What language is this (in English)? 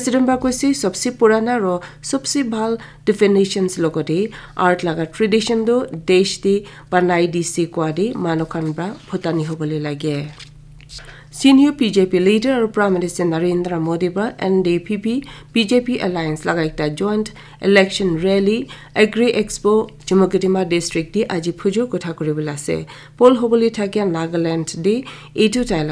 Naga Pidgin